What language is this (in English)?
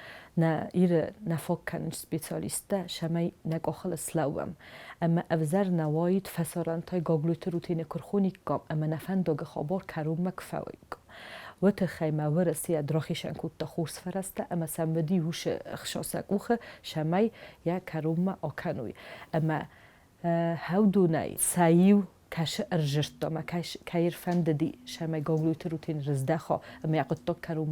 Ossetic